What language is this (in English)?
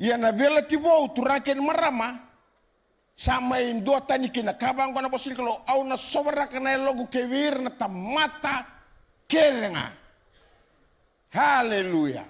Fijian